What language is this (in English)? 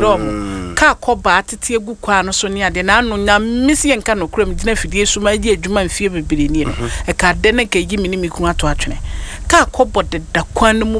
Akan